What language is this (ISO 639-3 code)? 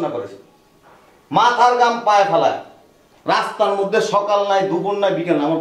ben